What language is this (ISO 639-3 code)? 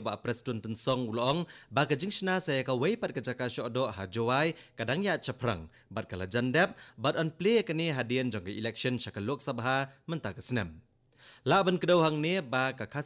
kha